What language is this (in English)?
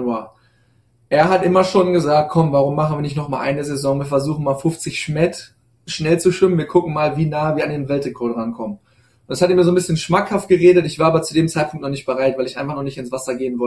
German